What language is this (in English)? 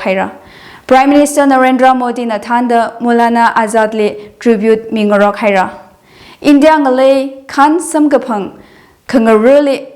Tangkhul Naga (India)